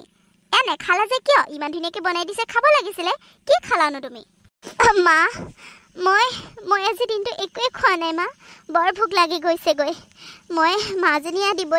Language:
Assamese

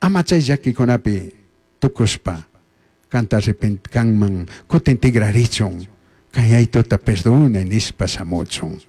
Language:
Chimborazo Highland Quichua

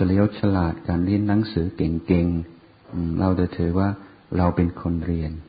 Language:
Thai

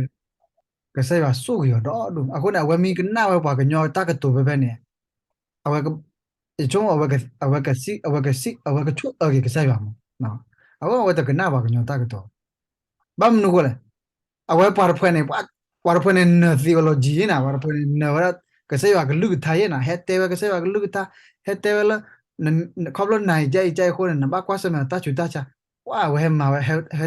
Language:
S'gaw Karen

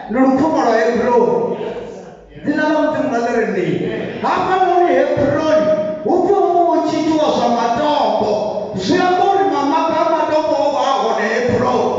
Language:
Venda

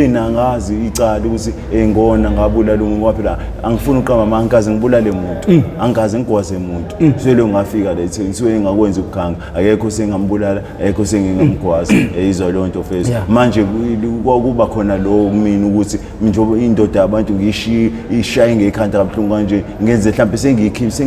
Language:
Zulu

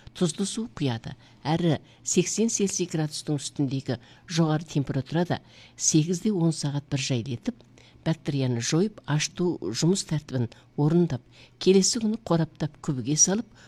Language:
Kazakh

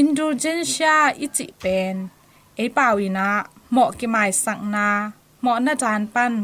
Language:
Tedim Chin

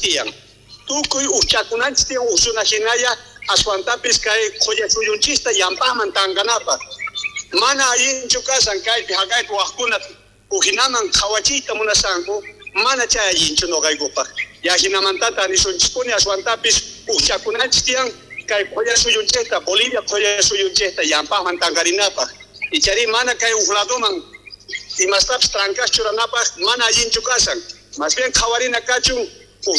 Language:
South Bolivian Quechua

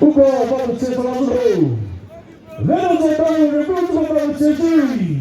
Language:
Chokri Naga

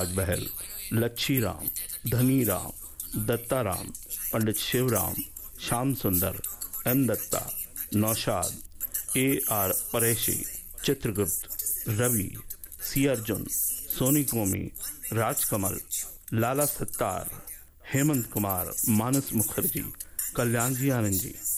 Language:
Hindi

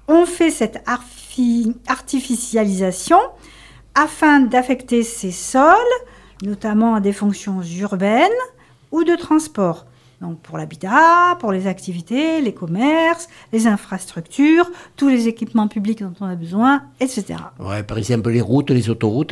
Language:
French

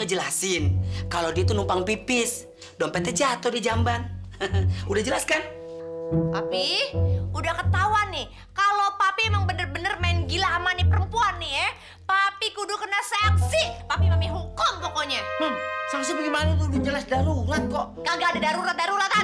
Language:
Betawi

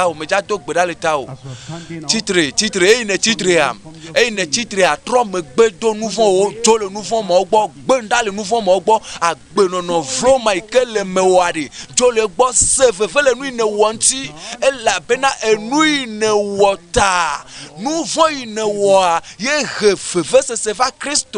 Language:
Ewe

